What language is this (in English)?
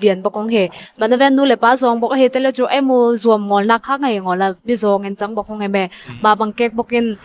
Ngawn Chin